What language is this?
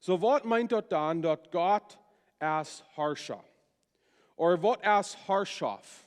Plautdietsch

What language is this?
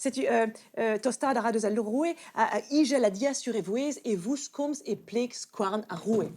Breton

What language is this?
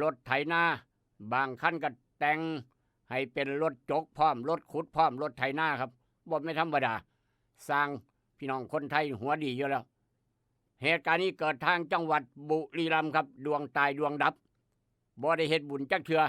Lao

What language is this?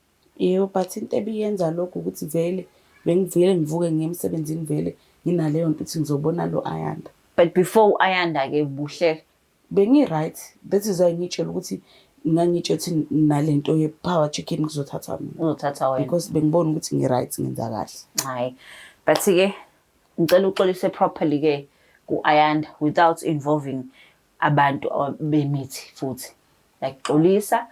Zulu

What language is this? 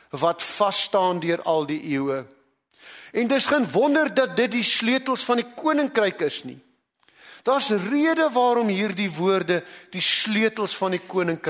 Afrikaans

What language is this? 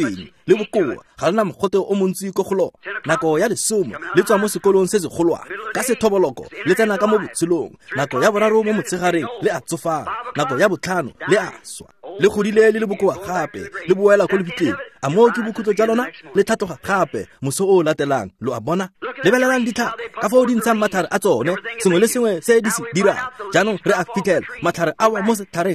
Tswana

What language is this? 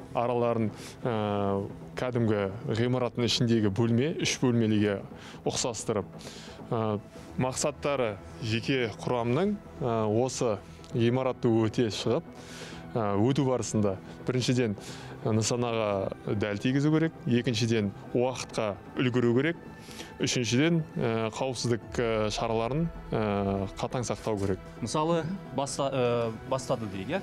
Kazakh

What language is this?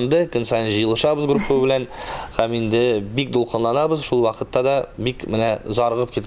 Tatar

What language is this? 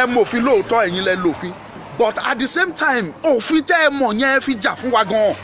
Yoruba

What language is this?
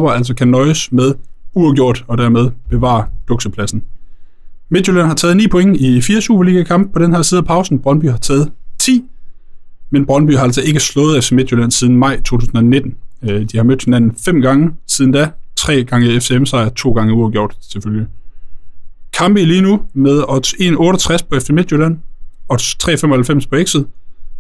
Danish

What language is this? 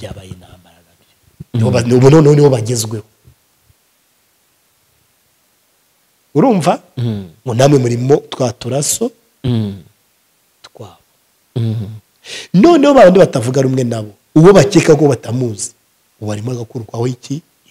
Kinyarwanda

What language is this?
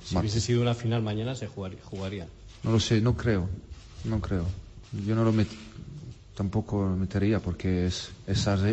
Spanish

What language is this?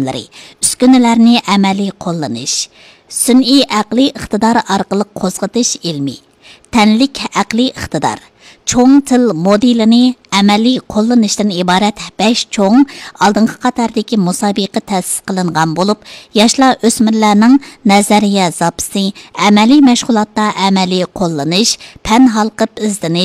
Uyghur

